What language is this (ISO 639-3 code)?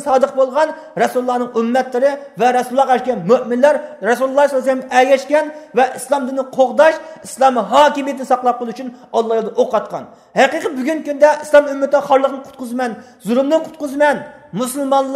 uig